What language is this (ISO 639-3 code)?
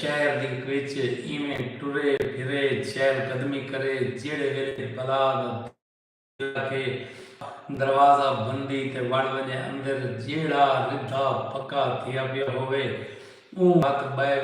skr